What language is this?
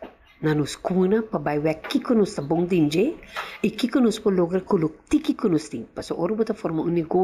Papiamento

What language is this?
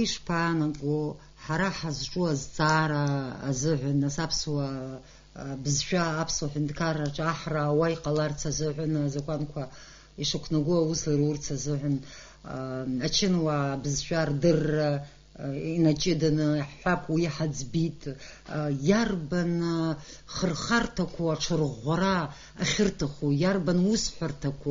Abkhazian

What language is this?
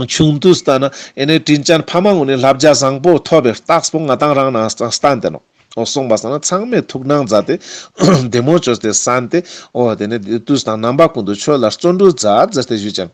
Ladakhi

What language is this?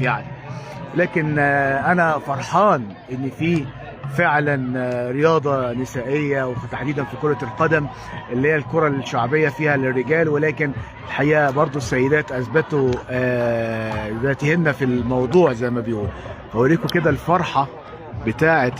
Egyptian Arabic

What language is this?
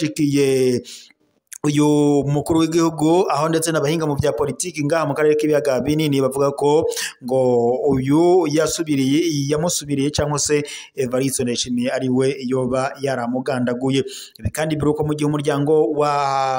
Rundi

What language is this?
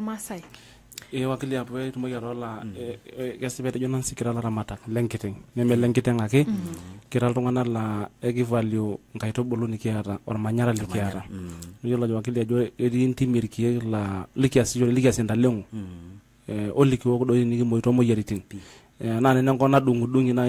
Masai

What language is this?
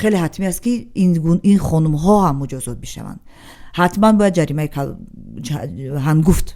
Tajik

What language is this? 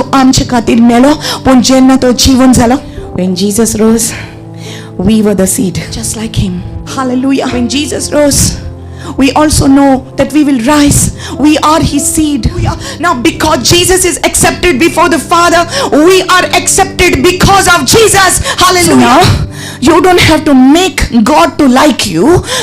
Konkani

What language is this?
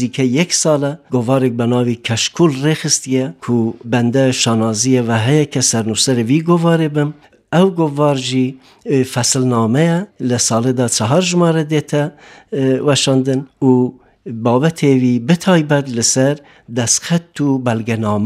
Kurdish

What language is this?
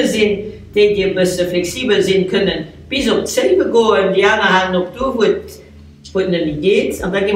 Luxembourgish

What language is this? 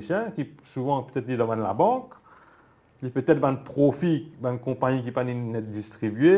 Morisyen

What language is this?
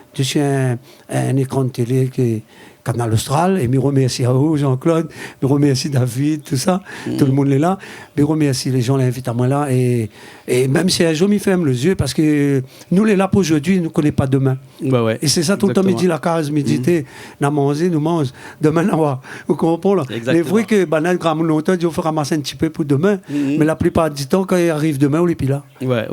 Réunion Creole French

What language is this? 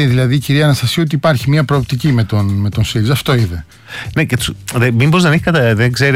Greek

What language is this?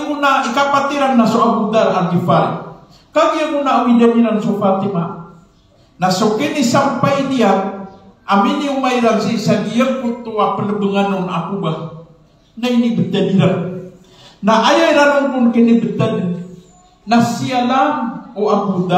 Maranao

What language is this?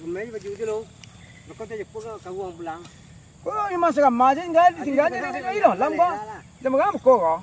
Minangkabau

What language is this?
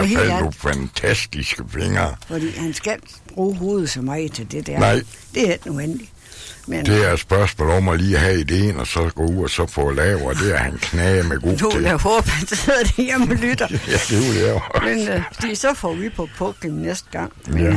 Danish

